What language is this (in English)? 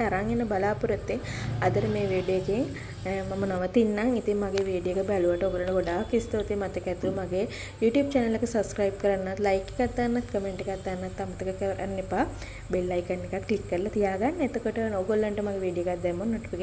Sinhala